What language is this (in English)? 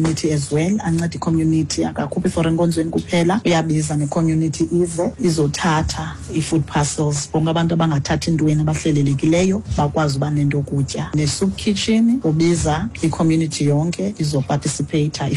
Xhosa